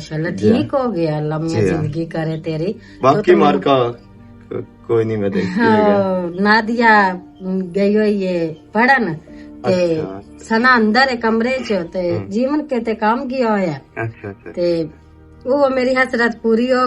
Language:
Western Panjabi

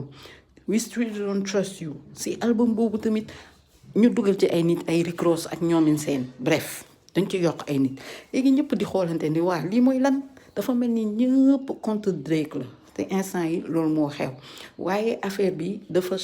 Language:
Wolof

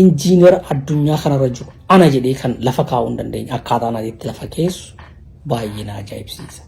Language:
Oromo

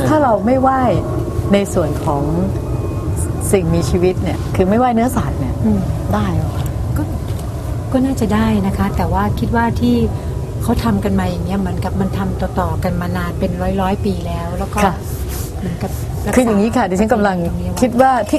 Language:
Thai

